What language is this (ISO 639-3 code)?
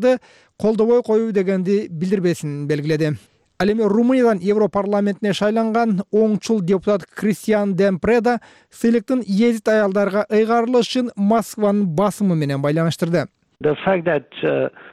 kir